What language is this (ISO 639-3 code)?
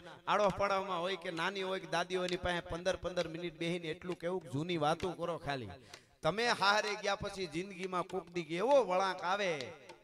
guj